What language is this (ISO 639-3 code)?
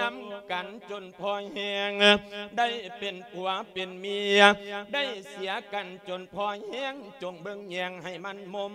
lao